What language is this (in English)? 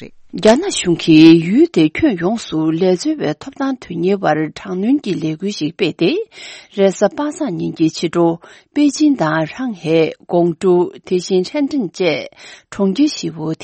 Tibetan